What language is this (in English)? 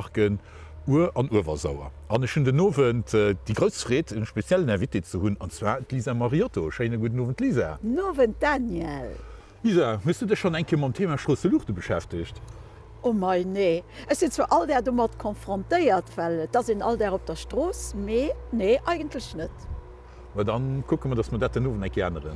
Luxembourgish